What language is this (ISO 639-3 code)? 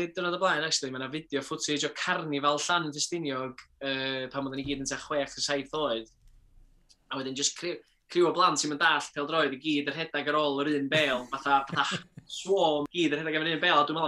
cym